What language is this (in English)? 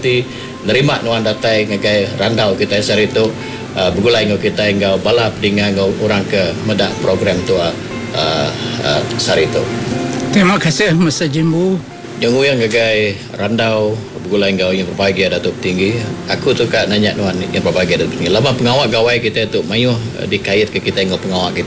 Iban